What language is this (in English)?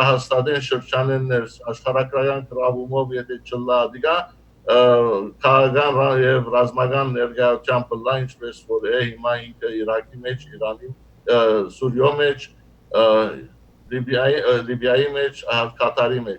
Western Armenian